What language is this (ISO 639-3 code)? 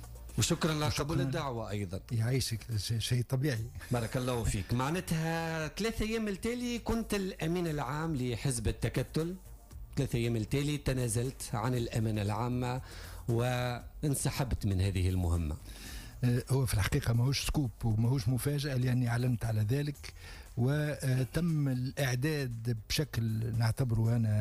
aeb